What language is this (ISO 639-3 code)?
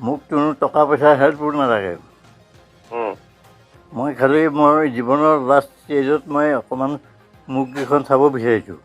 asm